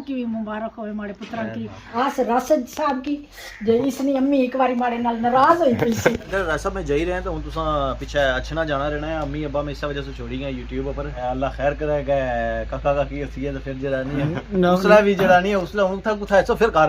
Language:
Pahari-Potwari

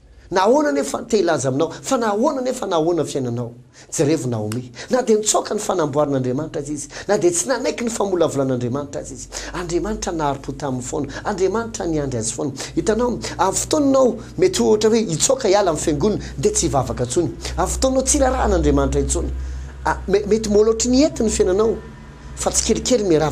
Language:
Malagasy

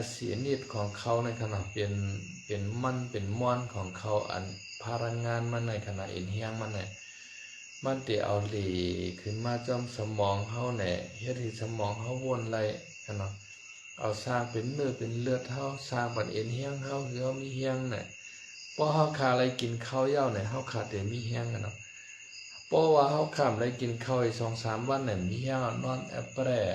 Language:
Shan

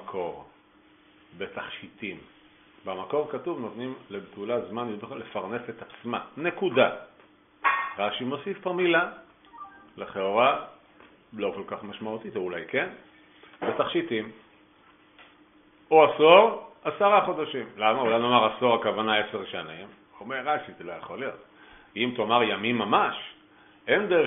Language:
Hebrew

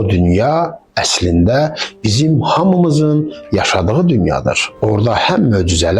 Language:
Azerbaijani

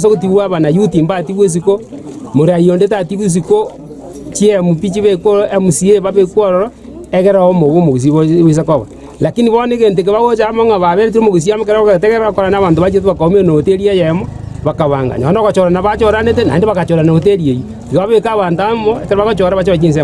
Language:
Gusii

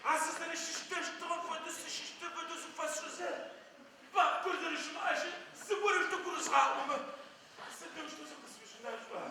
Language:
Adyghe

